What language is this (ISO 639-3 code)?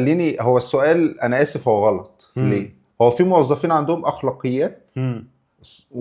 arz